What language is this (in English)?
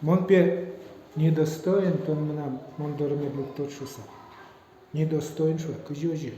Udmurt